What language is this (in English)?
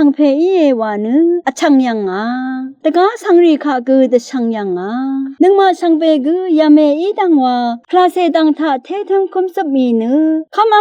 Rawang